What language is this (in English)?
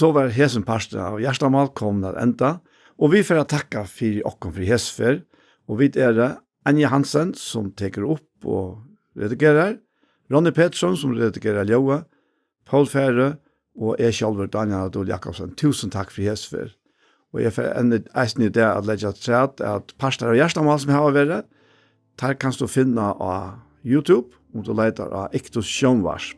Faroese